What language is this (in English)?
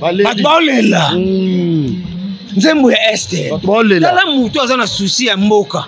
Lingala